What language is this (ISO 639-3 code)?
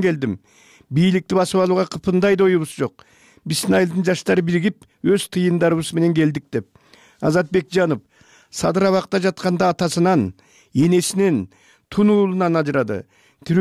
kir